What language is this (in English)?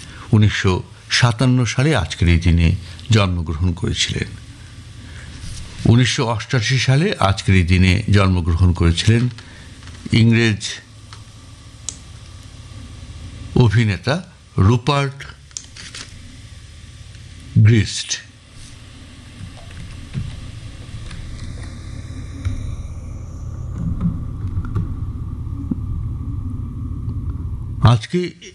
Bangla